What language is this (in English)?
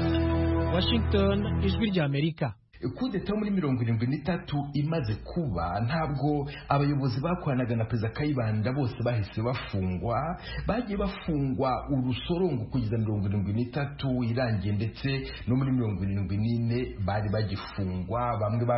Kinyarwanda